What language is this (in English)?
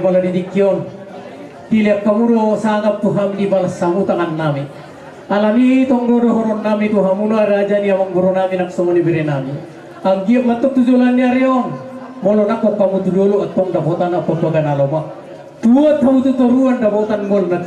Batak Toba